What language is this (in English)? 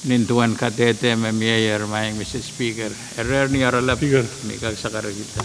Pohnpeian